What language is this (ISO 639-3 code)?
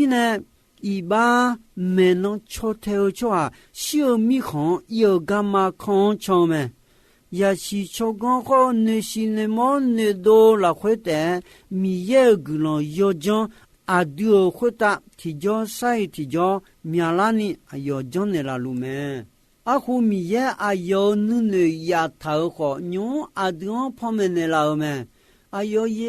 ahk